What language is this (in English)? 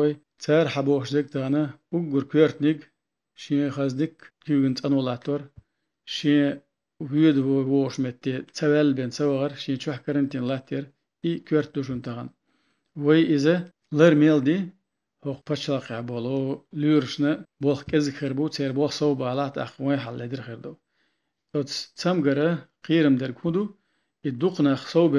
Chechen